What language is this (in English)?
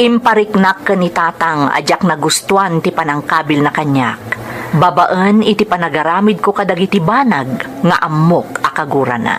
Iloko